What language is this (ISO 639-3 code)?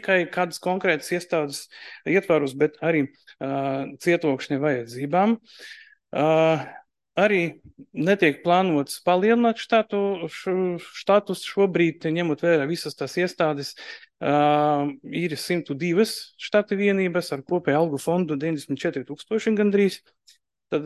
lav